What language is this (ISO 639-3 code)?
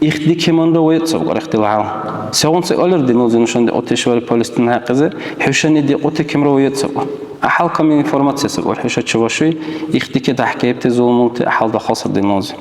dar